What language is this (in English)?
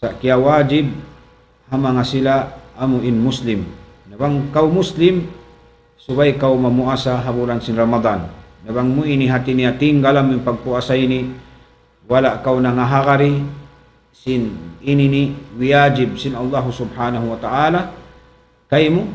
Tausug